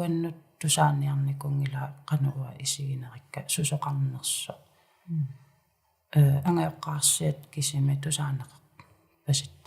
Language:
Kalaallisut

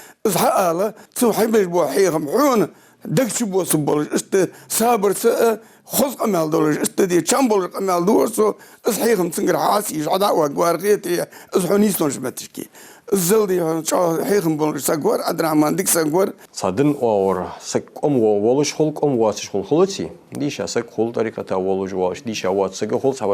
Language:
Ingush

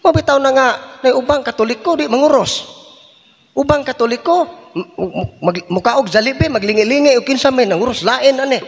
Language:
Cebuano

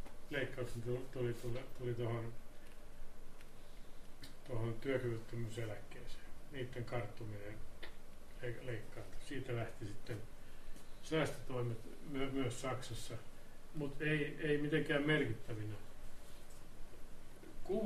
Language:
Finnish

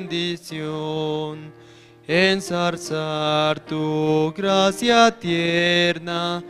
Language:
South Bolivian Quechua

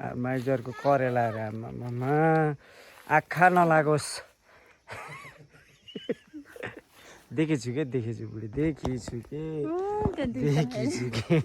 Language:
Nepali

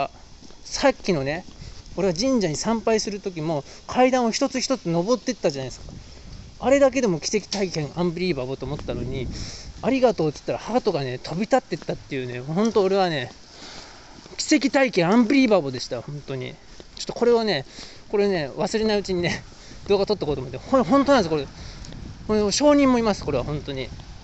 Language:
Japanese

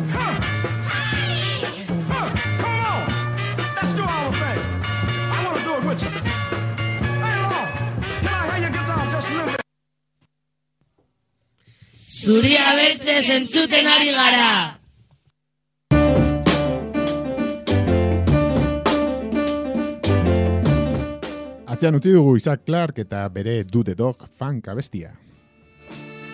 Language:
Basque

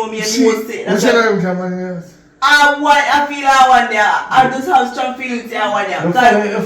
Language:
Jamaican Creole English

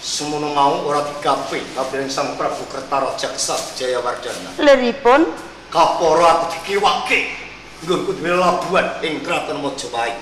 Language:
Javanese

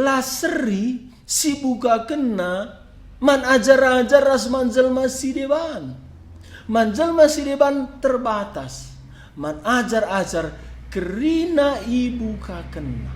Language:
Batak Karo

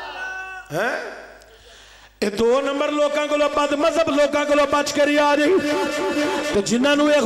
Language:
Urdu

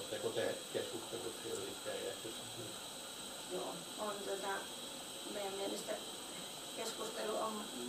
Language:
Finnish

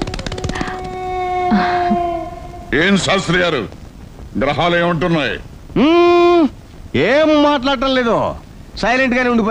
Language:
Telugu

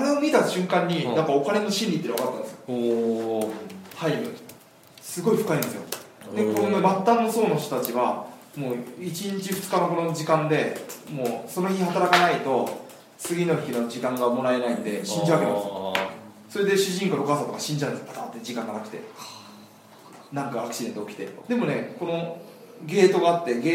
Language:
Japanese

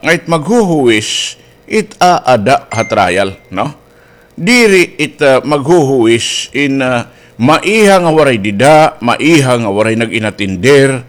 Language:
Waray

